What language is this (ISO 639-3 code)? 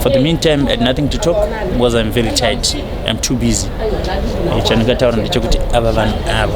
sna